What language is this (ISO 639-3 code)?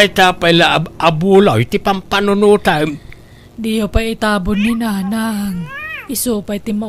ilo